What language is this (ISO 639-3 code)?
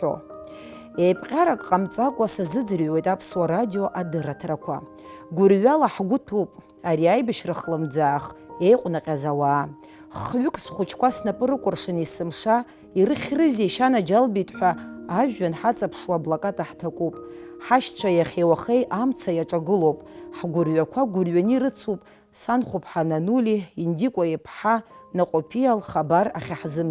abk